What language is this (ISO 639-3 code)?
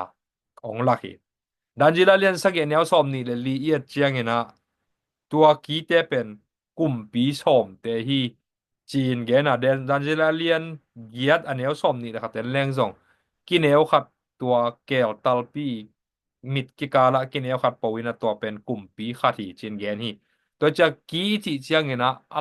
ctd